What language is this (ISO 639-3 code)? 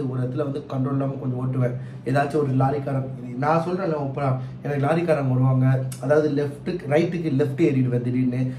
tam